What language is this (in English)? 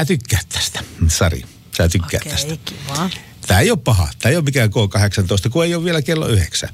Finnish